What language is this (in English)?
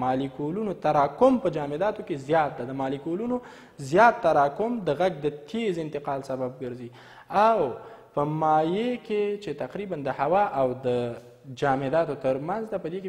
Pashto